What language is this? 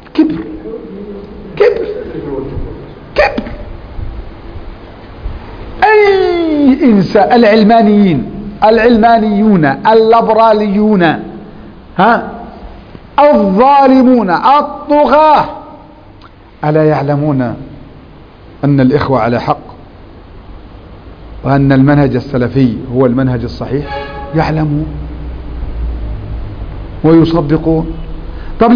Arabic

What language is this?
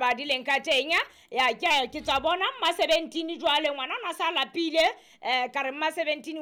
Southern Sotho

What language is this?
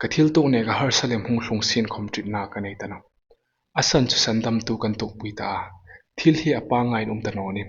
Hmar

